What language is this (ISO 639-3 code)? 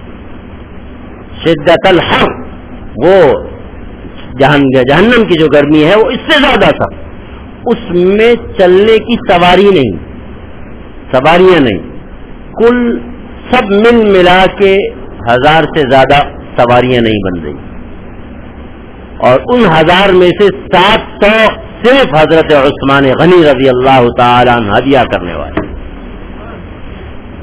urd